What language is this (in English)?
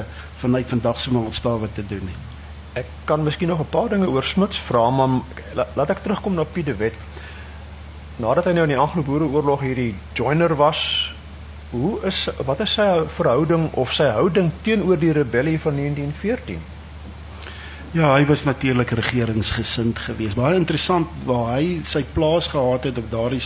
Afrikaans